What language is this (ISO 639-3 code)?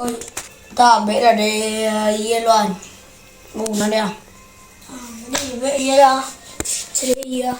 min